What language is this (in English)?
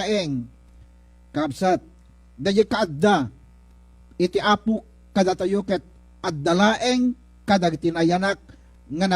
Iloko